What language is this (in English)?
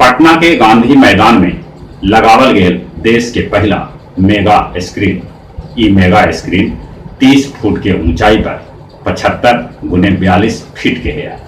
Magahi